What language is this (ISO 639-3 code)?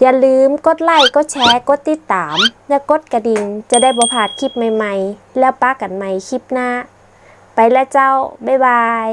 nod